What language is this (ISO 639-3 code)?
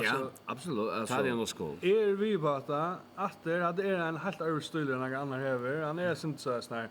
fao